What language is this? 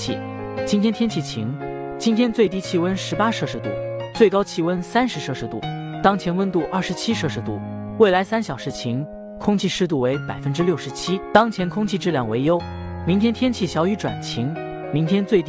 Chinese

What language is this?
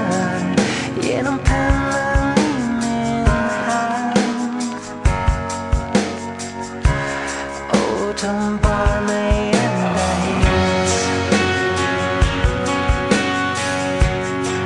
Swedish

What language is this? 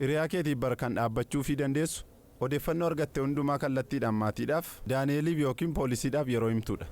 Oromo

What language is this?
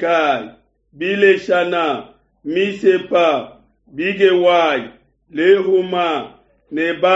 Luba-Lulua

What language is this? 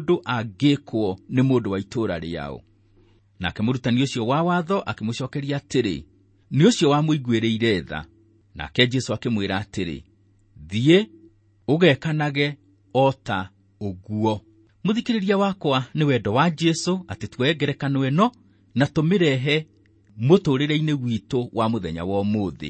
Kikuyu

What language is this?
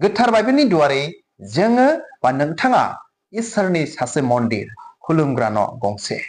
Bodo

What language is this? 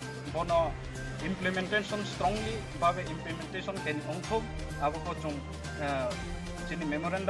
Riang (India)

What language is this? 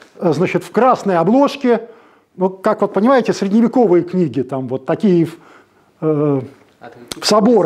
Russian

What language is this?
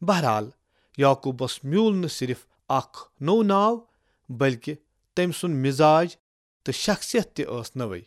Kashmiri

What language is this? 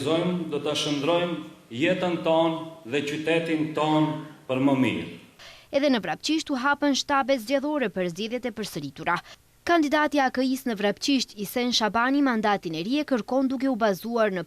Albanian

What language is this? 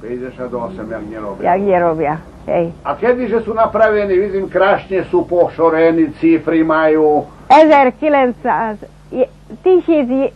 Rusyn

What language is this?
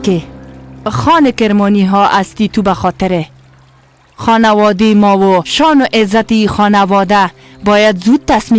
Persian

